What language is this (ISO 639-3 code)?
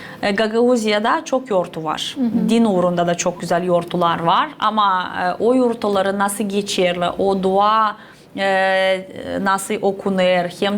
gag